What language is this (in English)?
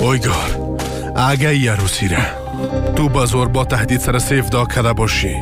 Persian